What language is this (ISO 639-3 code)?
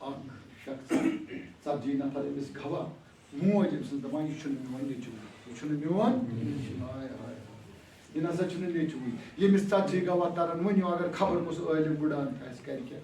kas